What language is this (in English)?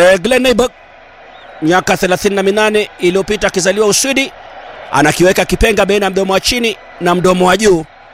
Swahili